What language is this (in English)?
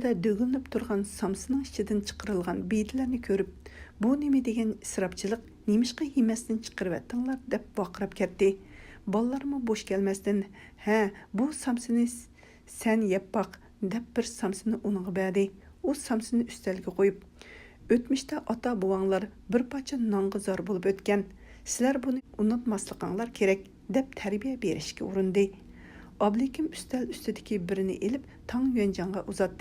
Uyghur